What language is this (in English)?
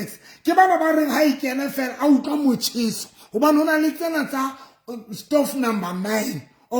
Southern Sotho